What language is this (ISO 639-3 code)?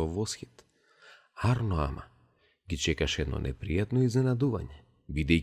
mkd